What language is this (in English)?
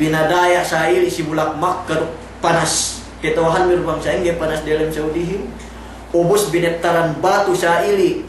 Yakan